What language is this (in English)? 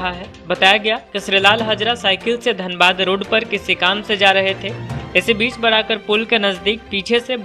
Hindi